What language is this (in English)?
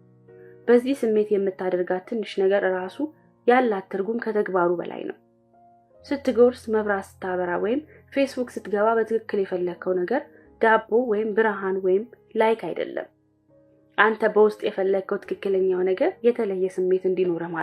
Amharic